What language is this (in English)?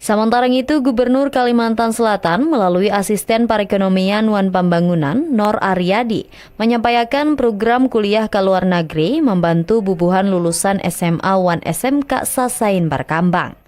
Banjar